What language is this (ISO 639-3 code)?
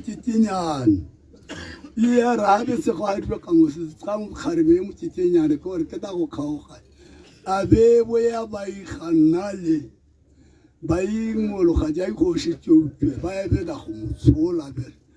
tsn